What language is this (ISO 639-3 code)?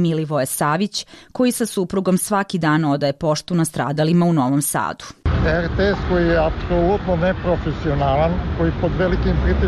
srp